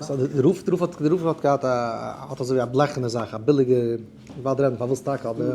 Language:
Yiddish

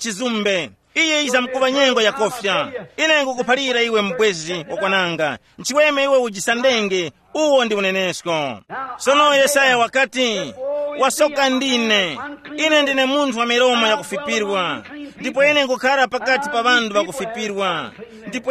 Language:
Tumbuka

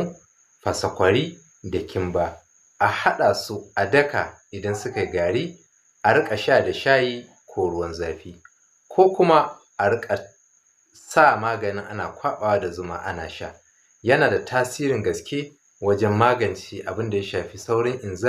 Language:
Hausa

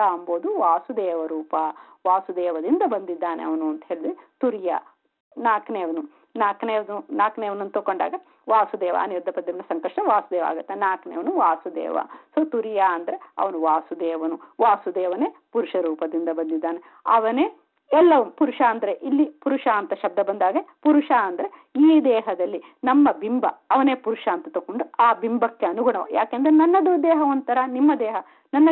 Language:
Kannada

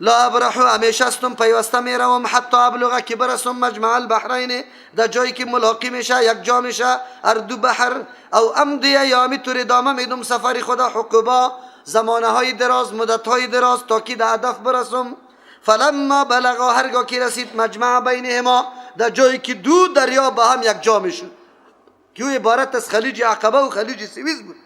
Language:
Persian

